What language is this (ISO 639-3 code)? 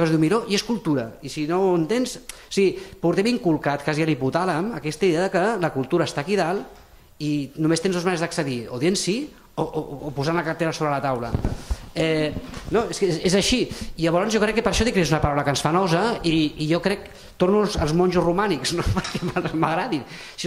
cat